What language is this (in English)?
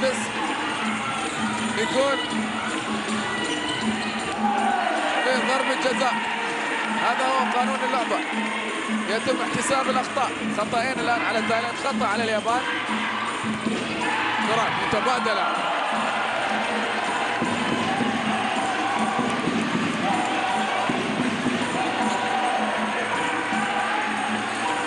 Arabic